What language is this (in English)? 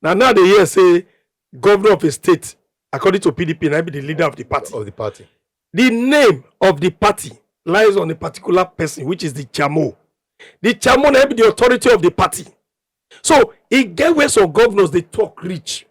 Nigerian Pidgin